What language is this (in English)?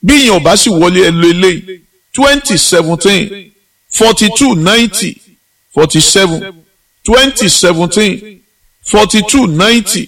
Yoruba